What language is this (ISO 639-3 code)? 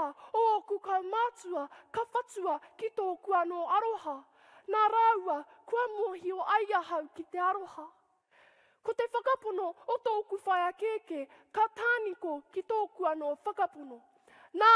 mri